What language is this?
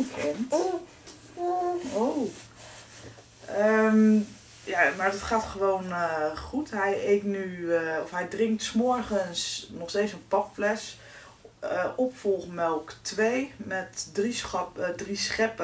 Dutch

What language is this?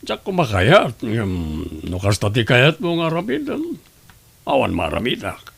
Iloko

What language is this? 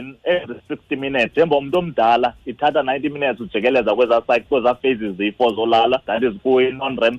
Xhosa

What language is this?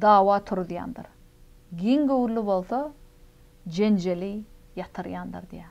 Turkmen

